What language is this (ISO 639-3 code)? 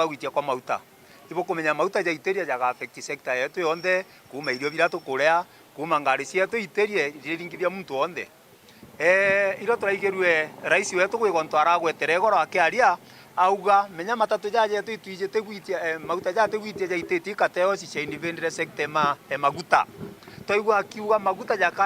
mer